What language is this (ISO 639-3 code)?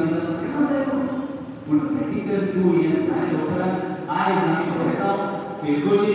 kok